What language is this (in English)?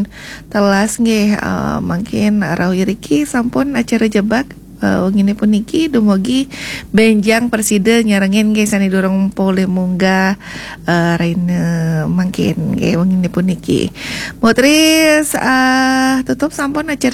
Balinese